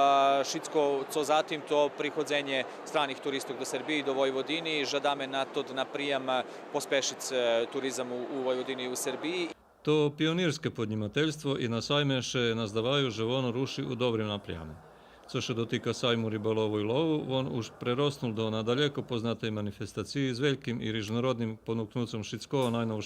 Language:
Rusyn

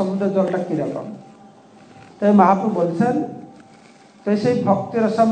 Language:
Bangla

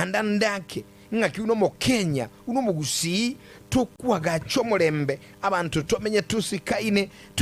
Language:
Gusii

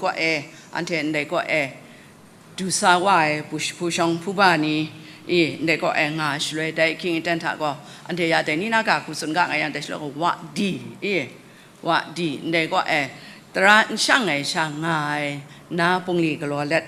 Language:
Kachin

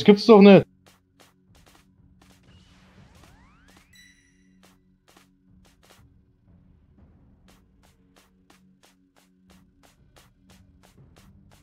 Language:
German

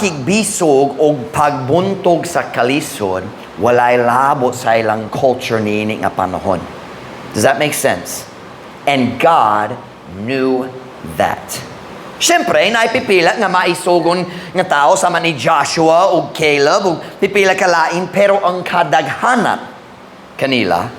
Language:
Cebuano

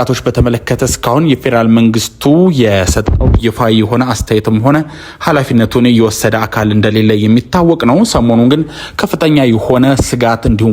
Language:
Amharic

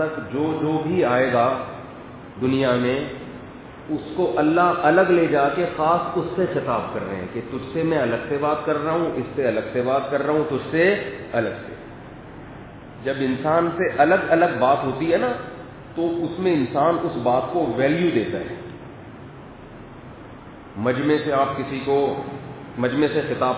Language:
Urdu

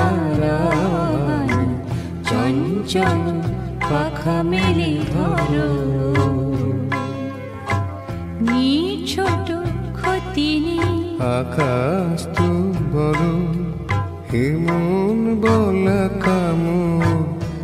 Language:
Bangla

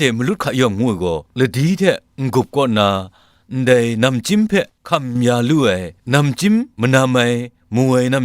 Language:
Kachin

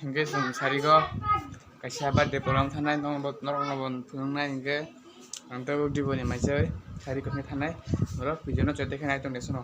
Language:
Kok Borok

